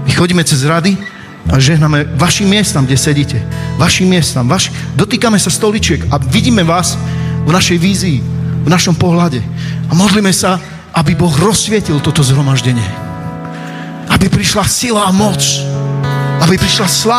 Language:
Slovak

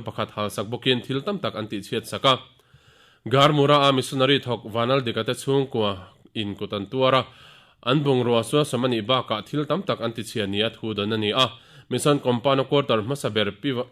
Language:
Mizo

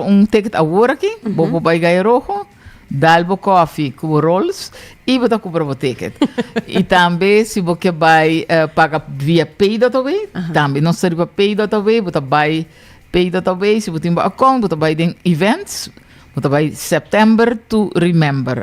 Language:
Papiamento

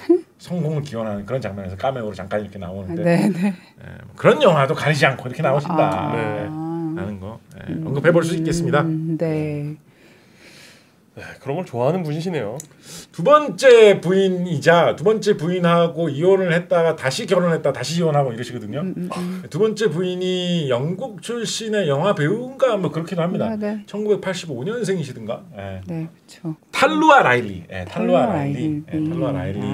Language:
Korean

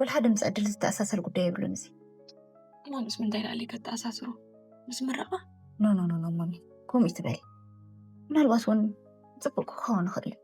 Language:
Tigrinya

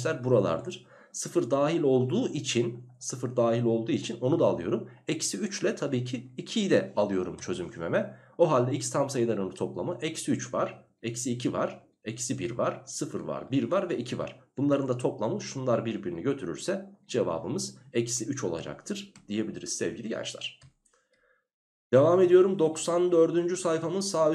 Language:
Turkish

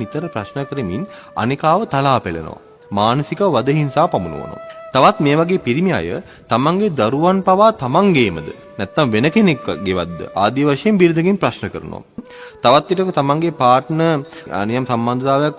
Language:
Sinhala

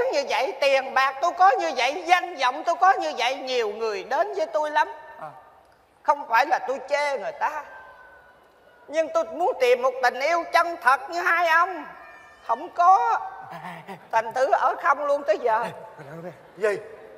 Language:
Vietnamese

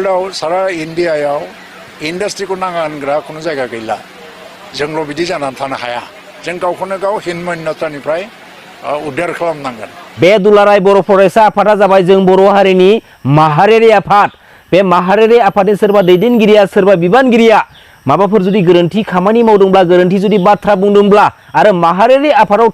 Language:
Bodo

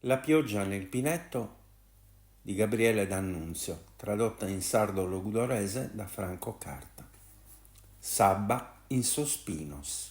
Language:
Sardinian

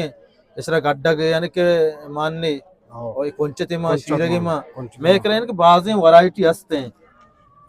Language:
Eastern Balochi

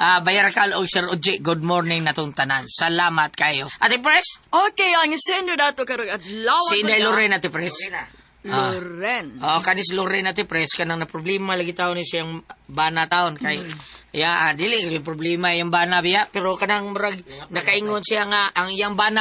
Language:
Cebuano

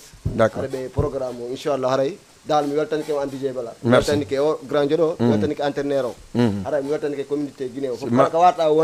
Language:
Fula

